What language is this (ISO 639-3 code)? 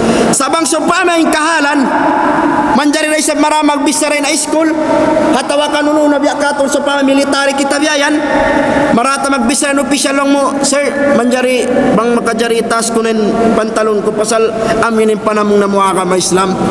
tsg